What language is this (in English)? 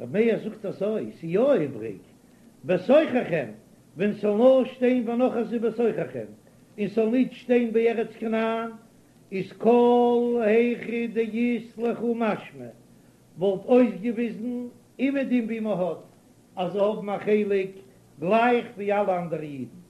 Yiddish